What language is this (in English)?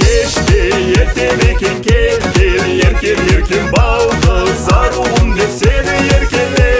Kazakh